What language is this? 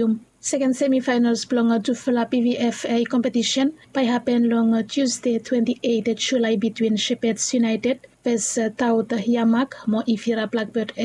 Bislama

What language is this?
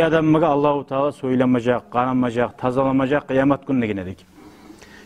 Kumyk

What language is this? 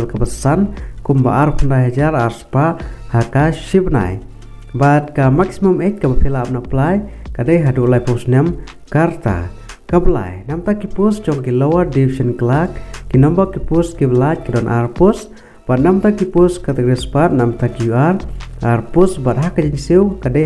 Khasi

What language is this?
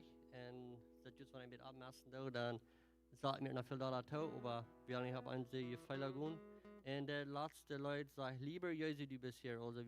Plautdietsch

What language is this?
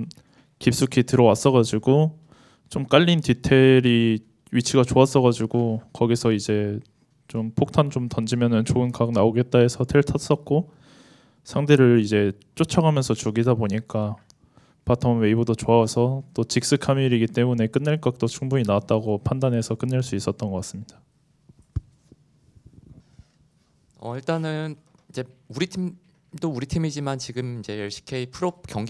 Korean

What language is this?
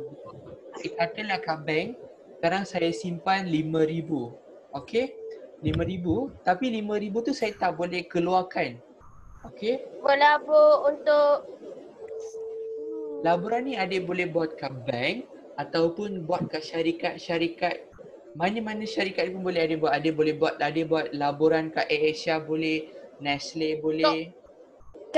Malay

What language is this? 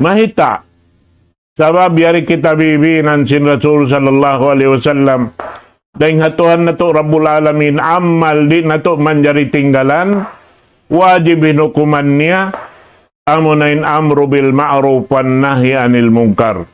Tausug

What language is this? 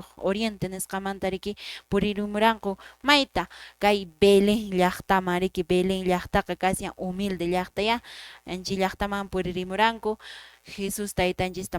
Quechua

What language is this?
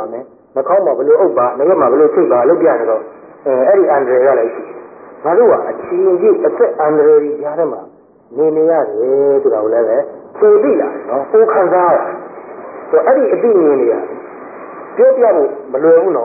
Burmese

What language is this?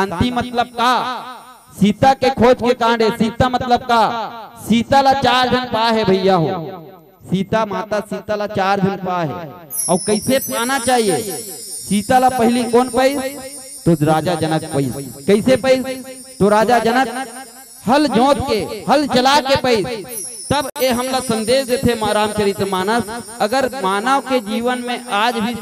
Chhattisgarhi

